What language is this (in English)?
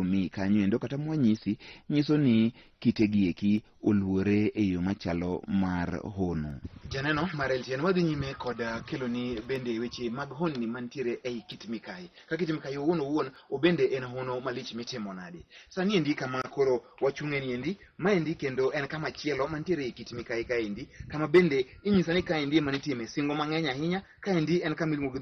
Luo (Kenya and Tanzania)